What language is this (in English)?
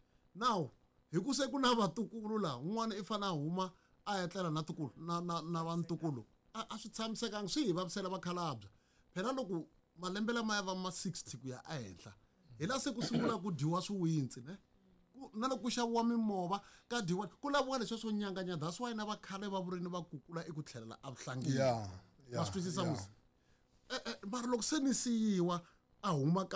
Tsonga